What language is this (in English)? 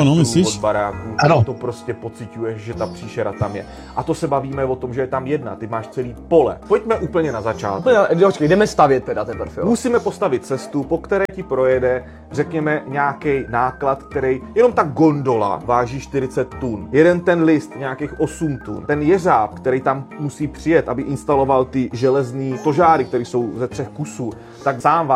Czech